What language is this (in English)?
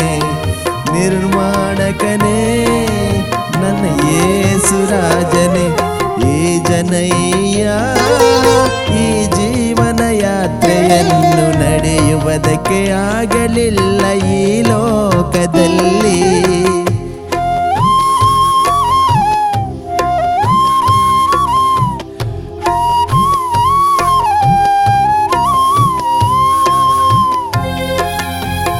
Kannada